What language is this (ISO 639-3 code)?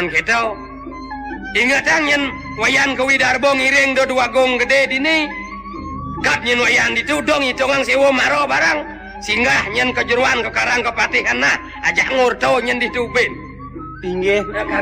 ban